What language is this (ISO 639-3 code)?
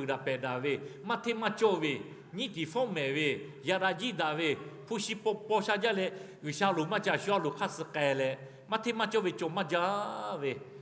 lhu